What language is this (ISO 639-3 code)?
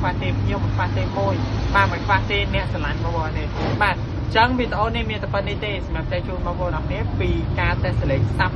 khm